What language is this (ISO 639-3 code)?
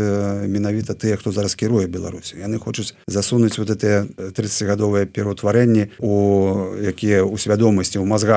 bel